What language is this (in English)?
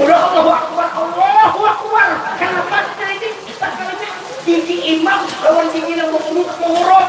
Banjar